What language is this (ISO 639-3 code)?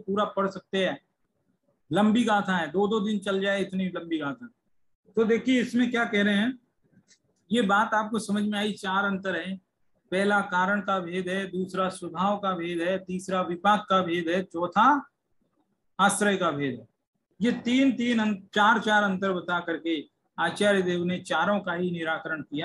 hin